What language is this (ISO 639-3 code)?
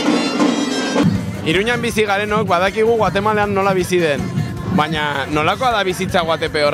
eus